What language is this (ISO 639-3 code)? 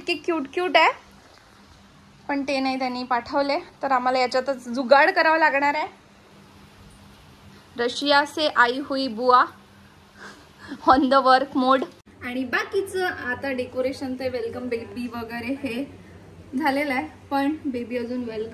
mar